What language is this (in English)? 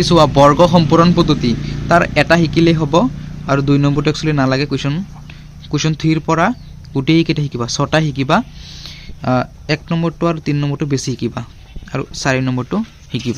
Assamese